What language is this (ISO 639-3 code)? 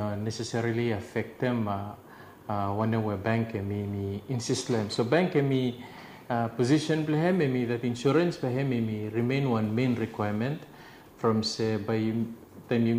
bis